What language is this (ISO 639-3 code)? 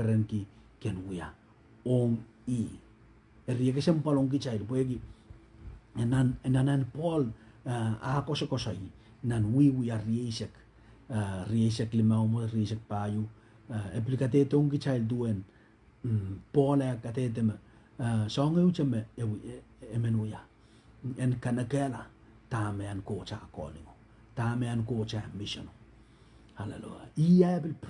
pon